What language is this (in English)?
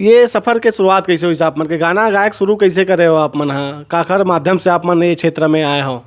Chhattisgarhi